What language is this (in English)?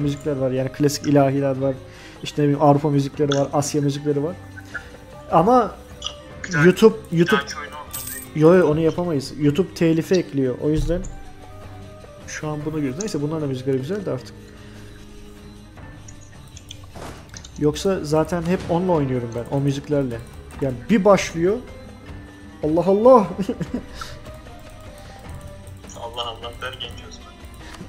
Turkish